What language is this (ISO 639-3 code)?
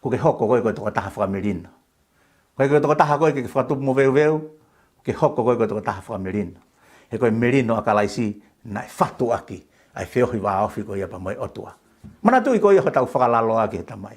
ton